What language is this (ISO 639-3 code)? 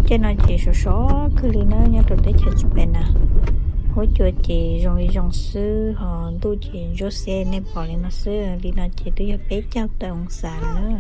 hmn